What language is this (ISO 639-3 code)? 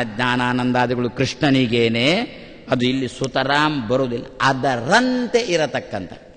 kan